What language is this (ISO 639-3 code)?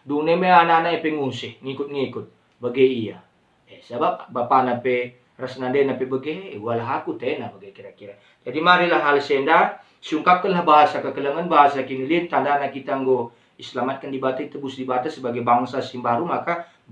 btx